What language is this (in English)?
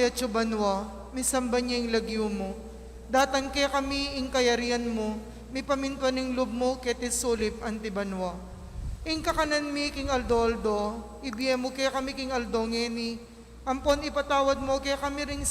Pampanga